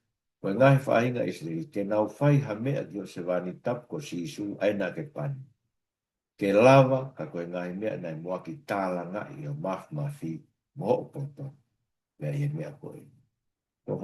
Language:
Tongan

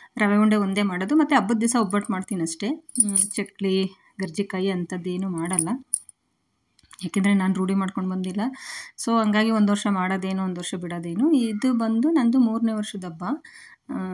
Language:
Kannada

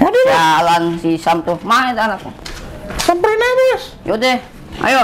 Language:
Betawi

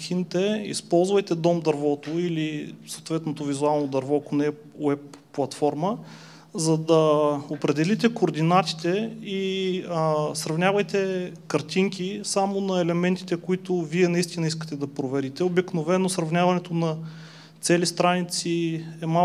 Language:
Bulgarian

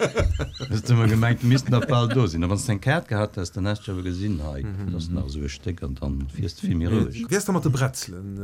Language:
Luxembourgish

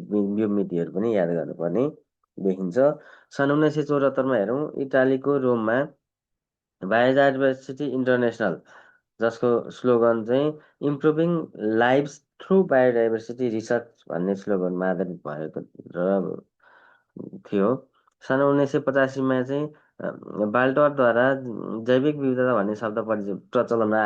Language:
Nepali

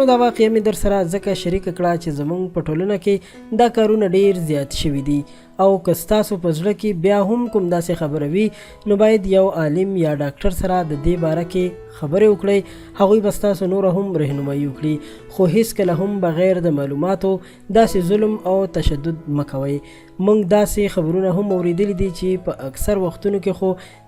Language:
Pashto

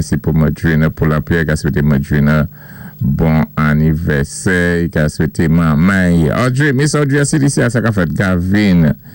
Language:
Saint Lucian Creole French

